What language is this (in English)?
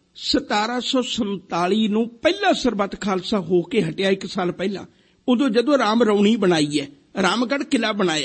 Punjabi